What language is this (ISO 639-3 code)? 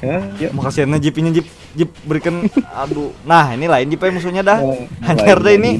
bjn